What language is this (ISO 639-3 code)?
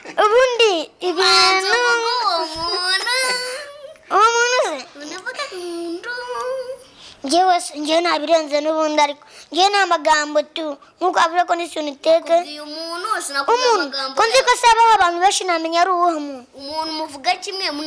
kin